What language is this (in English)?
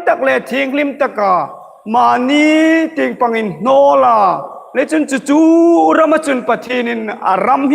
Hmar